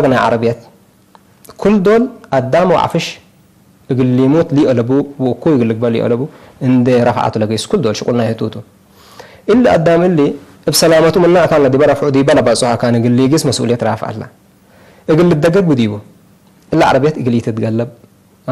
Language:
Tigre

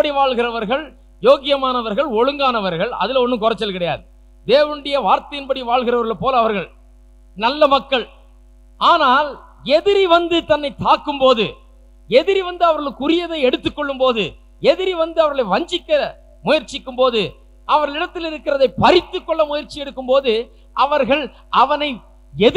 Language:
Tamil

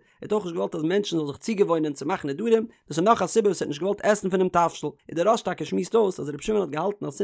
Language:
Yiddish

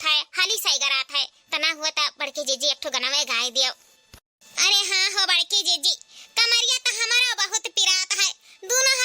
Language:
Awadhi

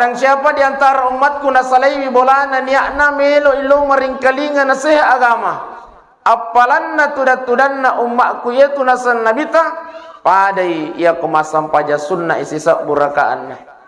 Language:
Buginese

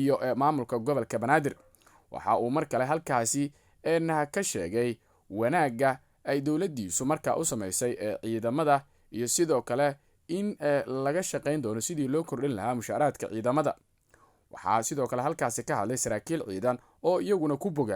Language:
Somali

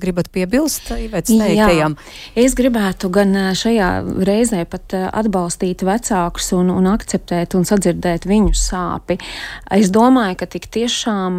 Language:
Latvian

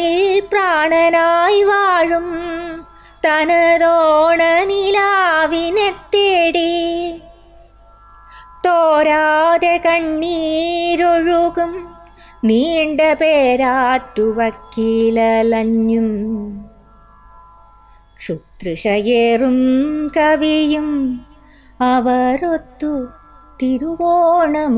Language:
Malayalam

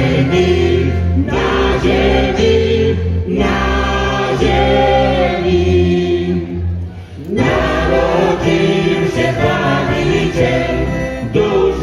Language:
Polish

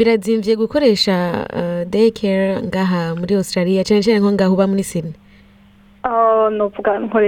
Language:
Rundi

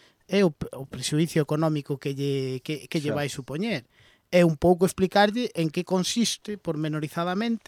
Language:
Galician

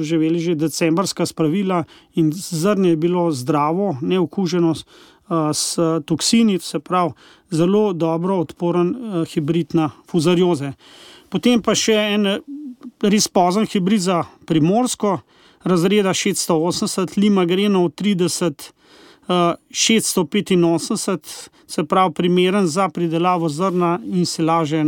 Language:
Slovenian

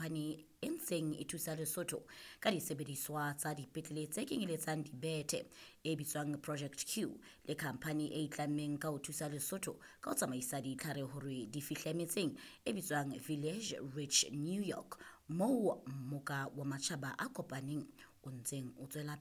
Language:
Southern Sotho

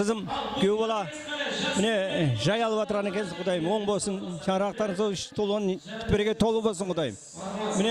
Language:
Kara-Kalpak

